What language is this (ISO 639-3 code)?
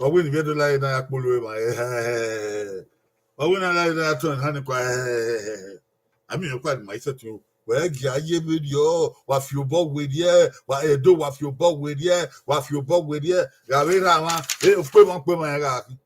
bin